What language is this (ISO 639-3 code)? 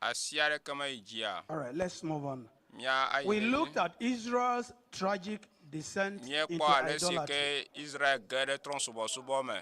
ewe